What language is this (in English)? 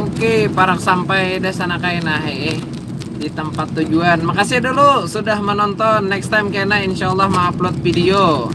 Banjar